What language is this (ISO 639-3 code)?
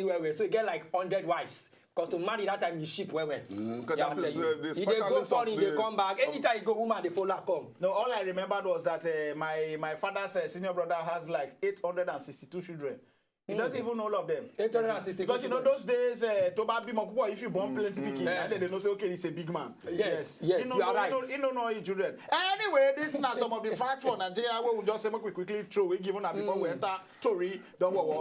pcm